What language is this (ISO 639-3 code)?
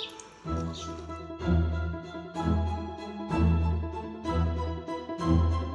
tur